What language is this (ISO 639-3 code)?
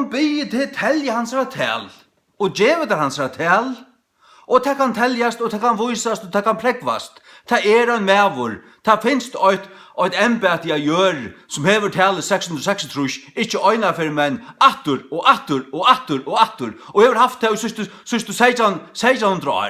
fao